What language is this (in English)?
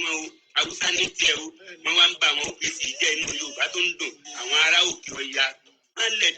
Yoruba